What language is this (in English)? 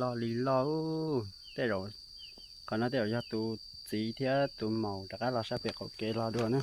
Hmong